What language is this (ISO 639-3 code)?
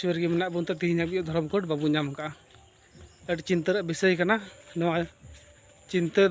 sat